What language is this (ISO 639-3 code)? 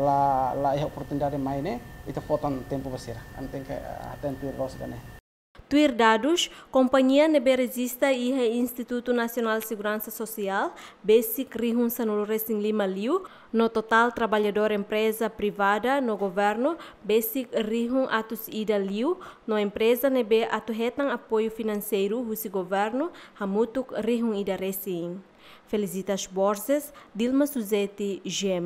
tet